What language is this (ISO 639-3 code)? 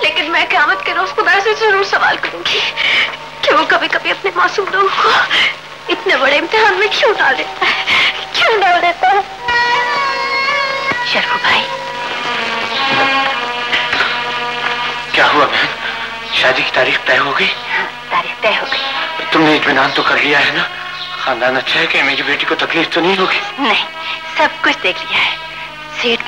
hin